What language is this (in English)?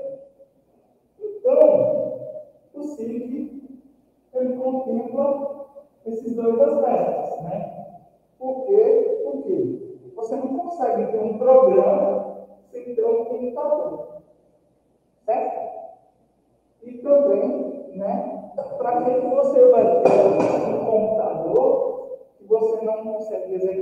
Portuguese